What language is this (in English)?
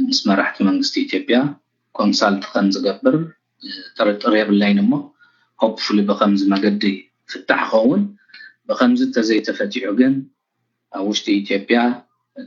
Tigrinya